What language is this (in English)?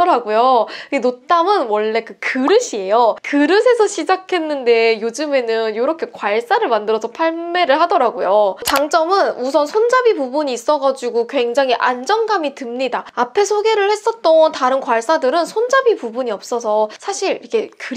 Korean